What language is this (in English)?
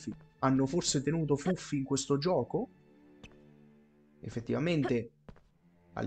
Italian